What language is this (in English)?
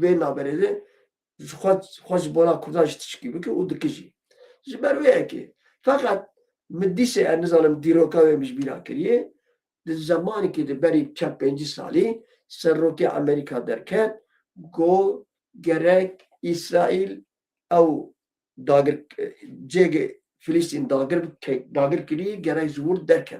Kurdish